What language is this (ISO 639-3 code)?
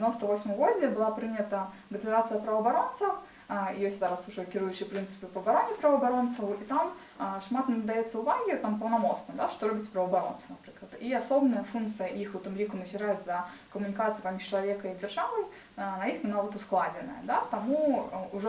bel